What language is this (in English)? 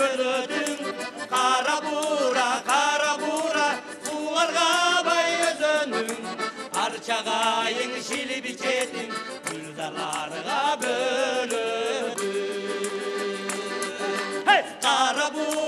Kyrgyz